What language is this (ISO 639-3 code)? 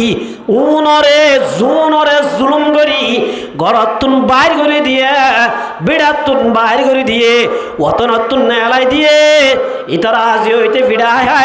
rhg